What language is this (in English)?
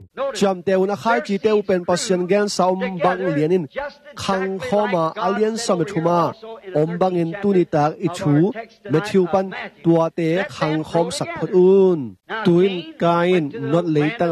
Tedim Chin